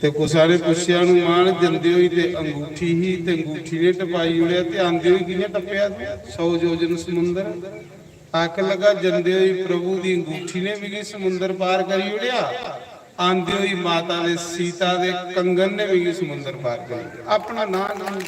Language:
Dogri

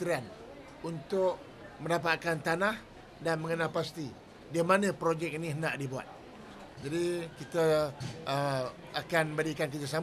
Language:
Malay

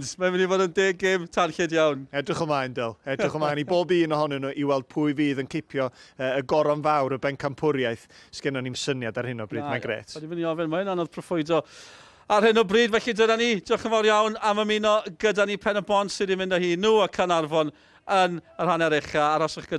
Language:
Welsh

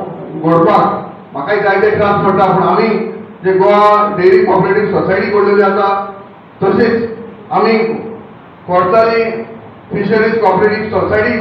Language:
Konkani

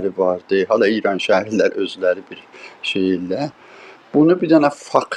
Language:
South Azerbaijani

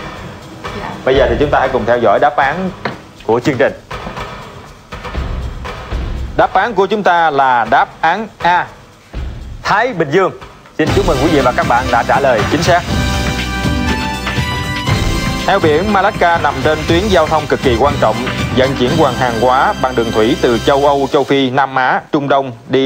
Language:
Vietnamese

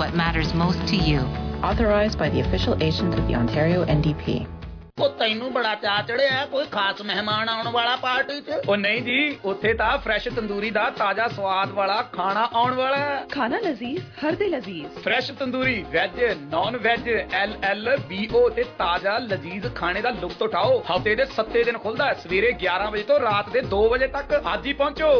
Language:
Punjabi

